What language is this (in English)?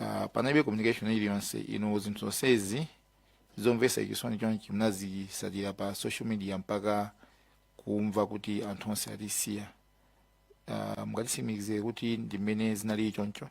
Nyanja